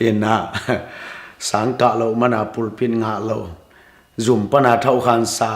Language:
Tedim Chin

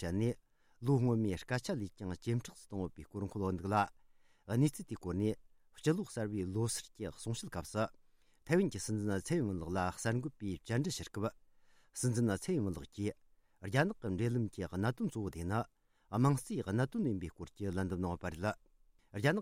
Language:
Tibetan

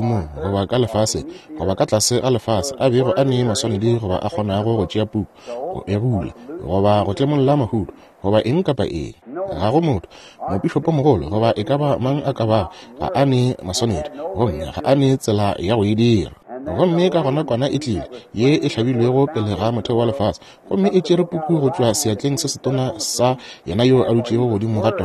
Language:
Northern Sotho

